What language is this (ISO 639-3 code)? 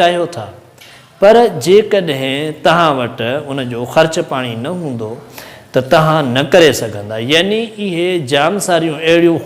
snd